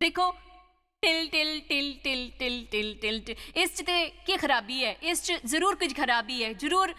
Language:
Dogri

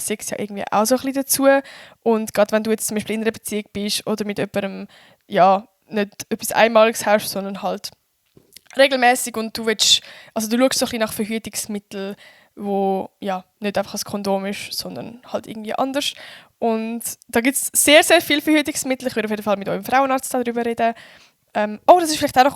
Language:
Swiss German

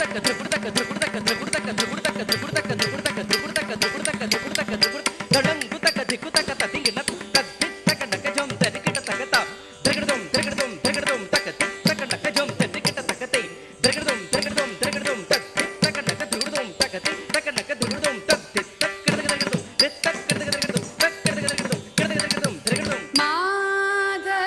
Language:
Tamil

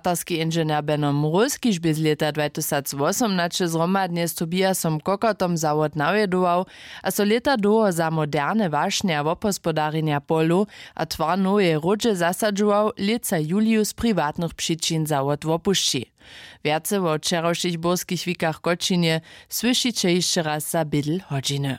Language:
Upper Sorbian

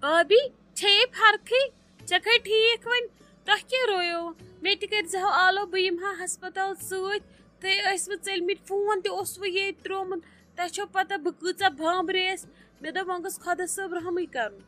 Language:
Kashmiri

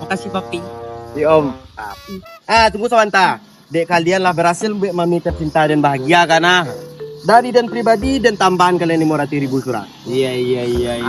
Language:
Minangkabau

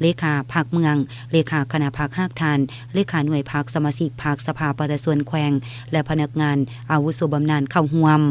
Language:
Lao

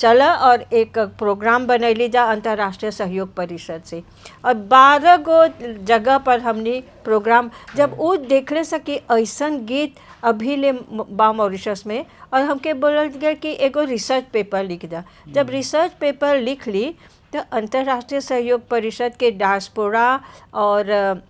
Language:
Bhojpuri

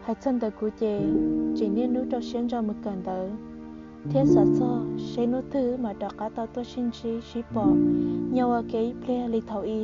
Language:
Hmong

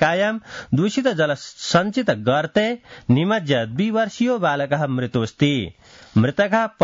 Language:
Sanskrit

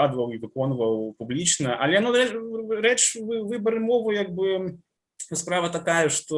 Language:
Belarusian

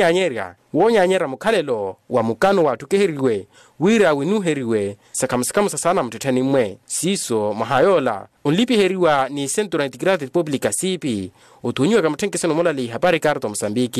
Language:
Makhuwa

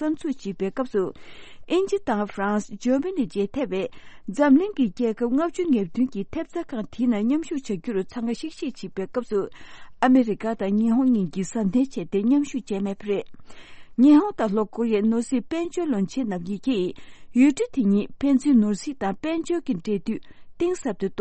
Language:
Tibetan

